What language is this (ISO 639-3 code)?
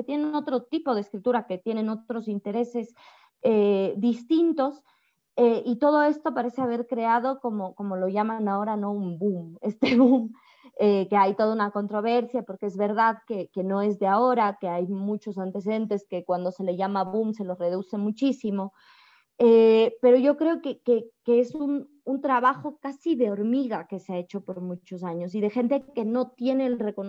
spa